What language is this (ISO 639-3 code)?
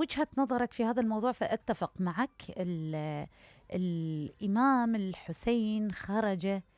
acm